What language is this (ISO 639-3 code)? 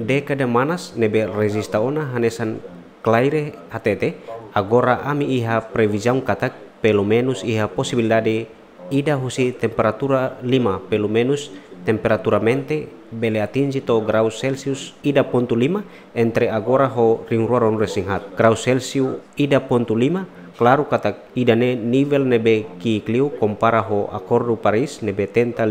tet